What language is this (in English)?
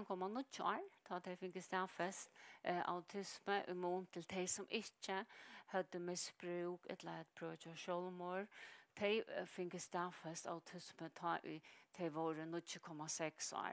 Faroese